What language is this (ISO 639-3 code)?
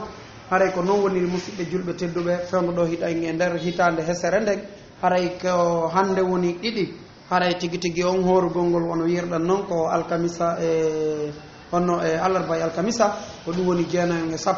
ful